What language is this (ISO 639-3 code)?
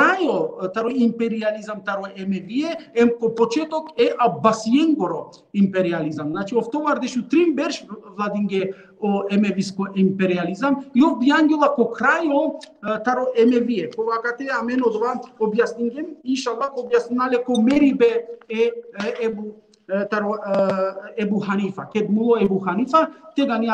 rmn